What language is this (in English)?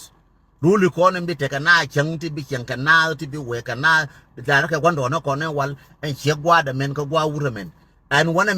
Nuer